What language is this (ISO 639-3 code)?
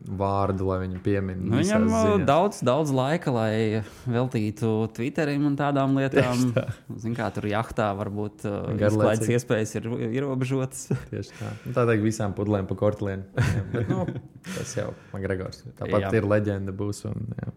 lav